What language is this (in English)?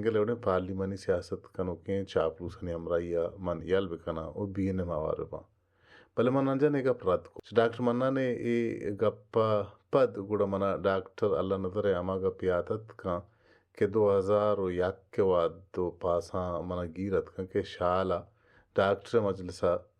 Baluchi